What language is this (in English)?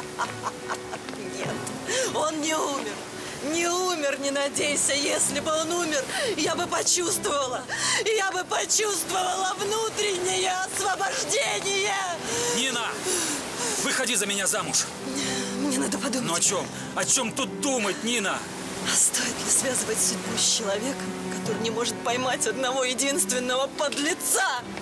Russian